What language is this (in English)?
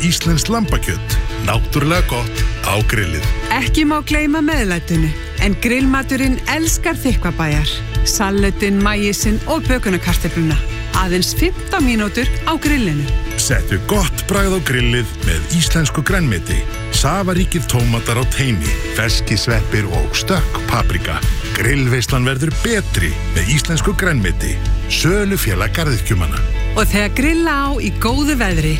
Icelandic